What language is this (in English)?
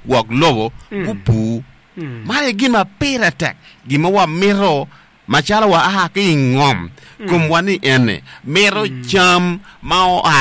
Acoli